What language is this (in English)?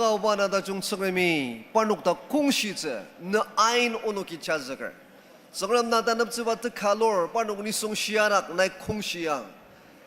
Ao Naga